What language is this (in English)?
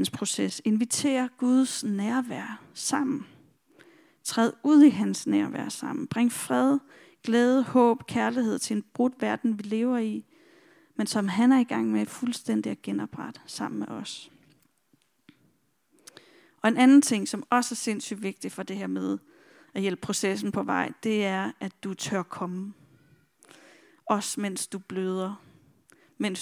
Danish